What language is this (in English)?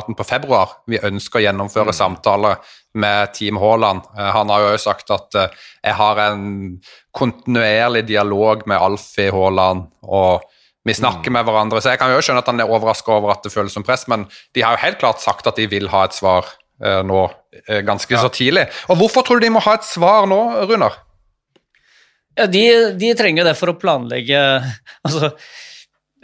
Norwegian